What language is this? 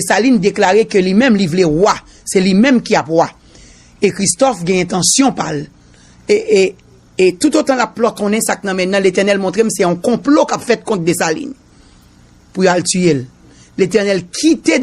Haitian Creole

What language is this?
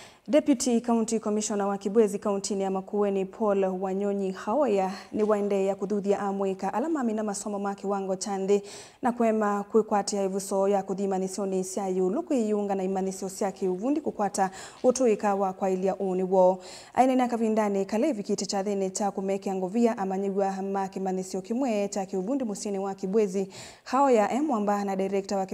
Kamba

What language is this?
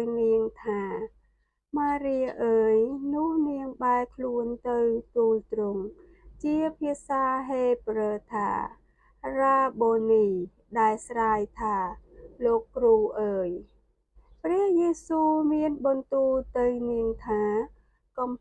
Khmer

